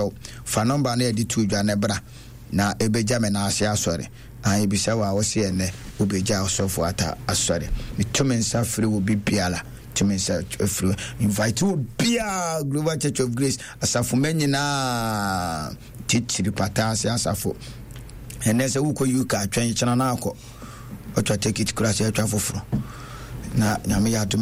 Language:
Akan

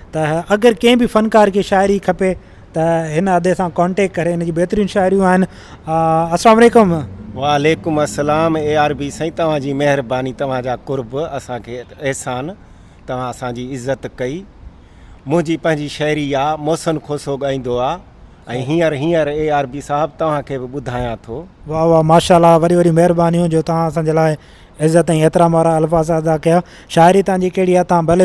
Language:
Sindhi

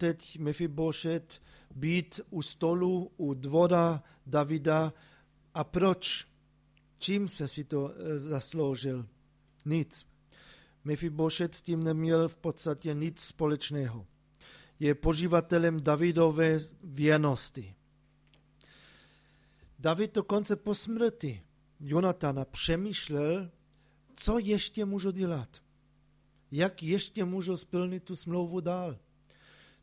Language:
Czech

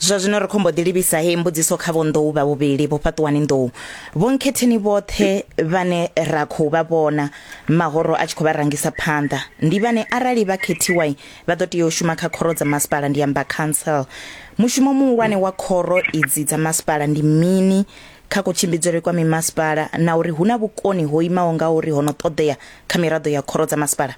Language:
Venda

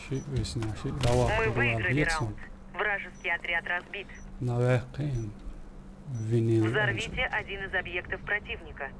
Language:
Chechen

